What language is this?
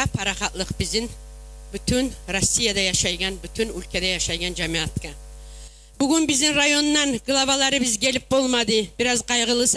Kumyk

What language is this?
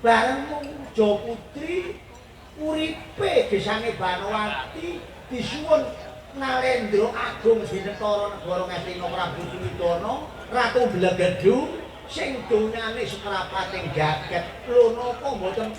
Javanese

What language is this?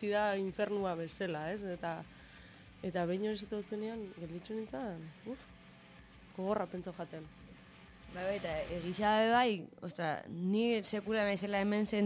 Basque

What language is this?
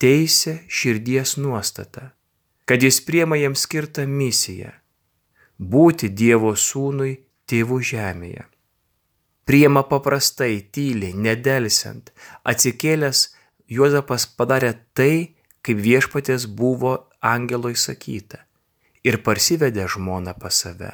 Lithuanian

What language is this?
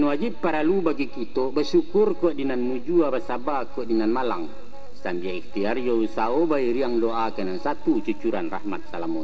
Minangkabau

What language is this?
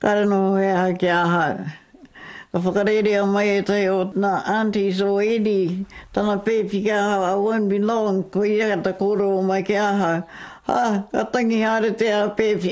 Māori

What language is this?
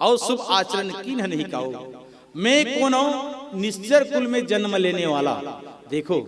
Chhattisgarhi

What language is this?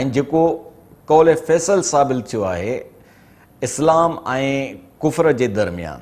Sindhi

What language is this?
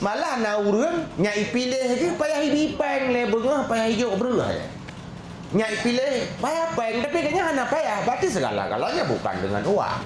Achinese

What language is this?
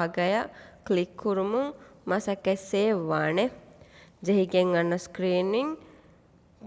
Divehi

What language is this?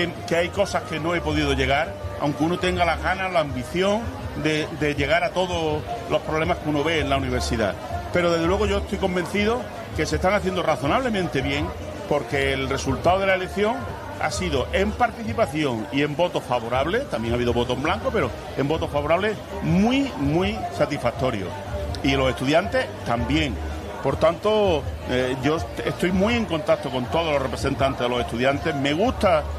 Spanish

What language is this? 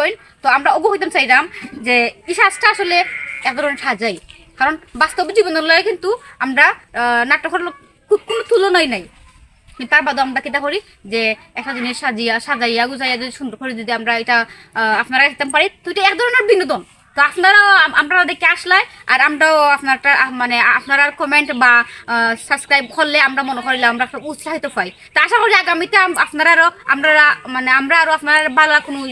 Sylheti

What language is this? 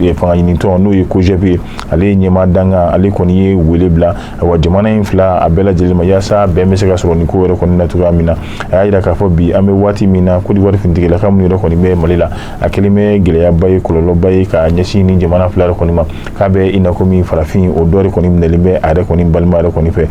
Bambara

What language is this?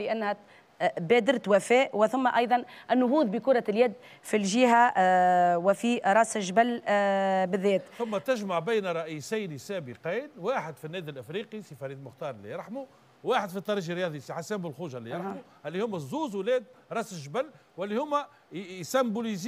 Tunisian Arabic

